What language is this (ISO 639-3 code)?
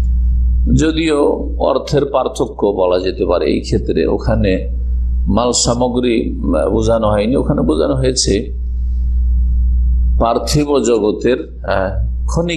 ben